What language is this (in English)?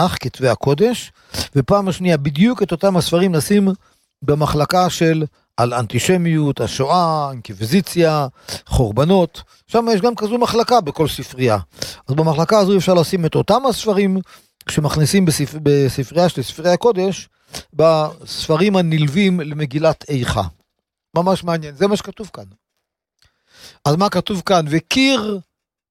Hebrew